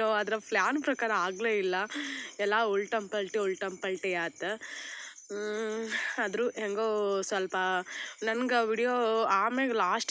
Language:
Kannada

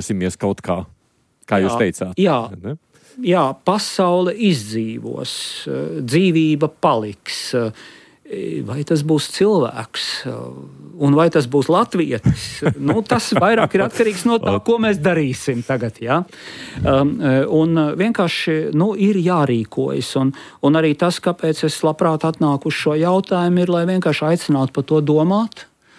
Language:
Latvian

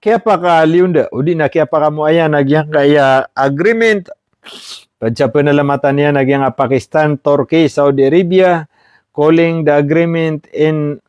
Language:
Maranao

